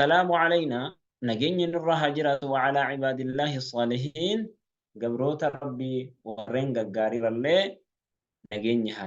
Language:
Oromo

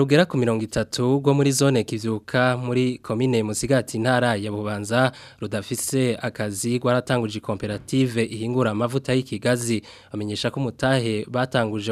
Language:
Rundi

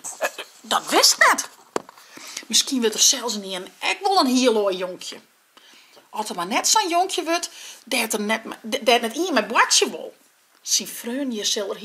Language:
Western Frisian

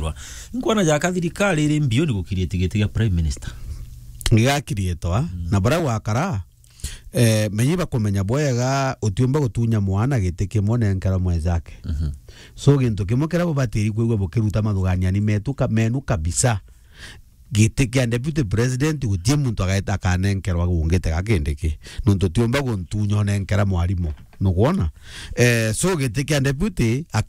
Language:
Meru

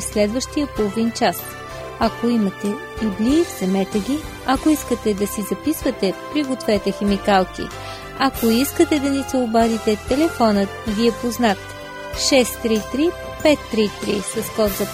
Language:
Bulgarian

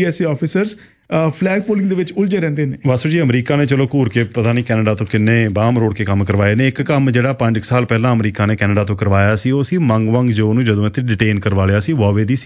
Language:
Punjabi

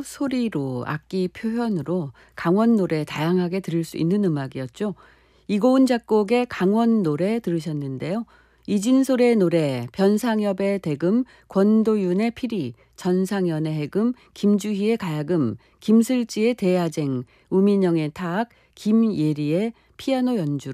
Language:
Korean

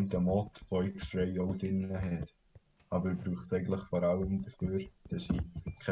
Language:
Swiss German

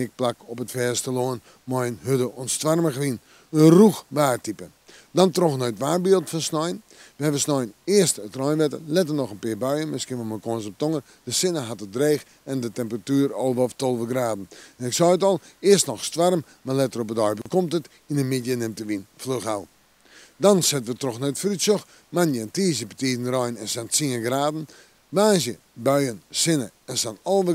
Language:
Western Frisian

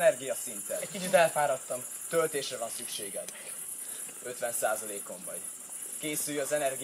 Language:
Hungarian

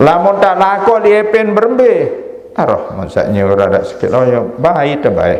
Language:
Sasak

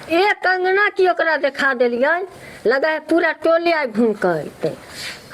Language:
Maithili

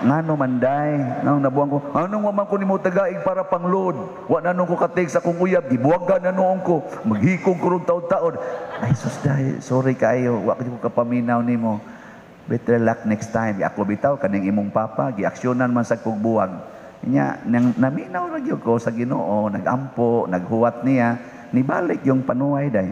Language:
Cebuano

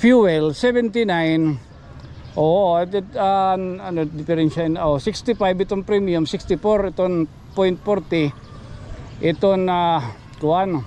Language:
Waray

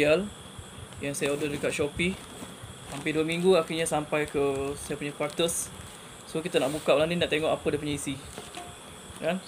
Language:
Malay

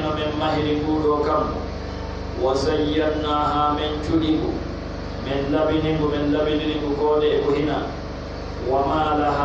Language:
Pular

